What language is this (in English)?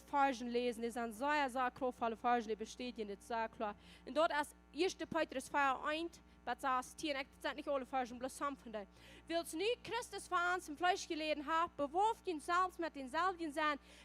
Plautdietsch